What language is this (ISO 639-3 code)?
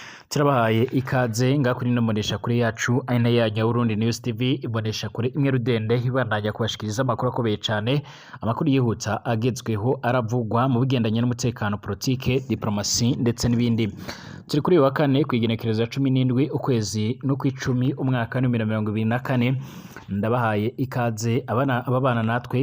run